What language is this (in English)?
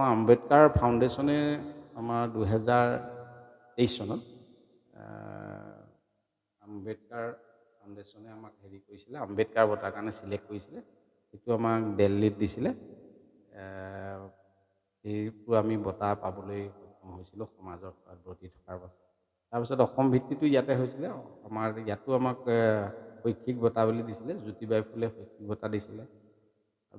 Assamese